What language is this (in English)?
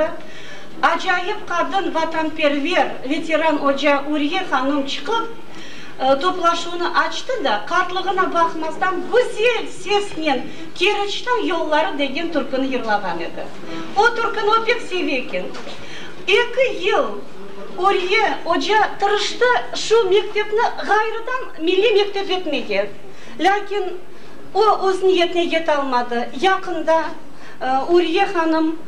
Crimean Tatar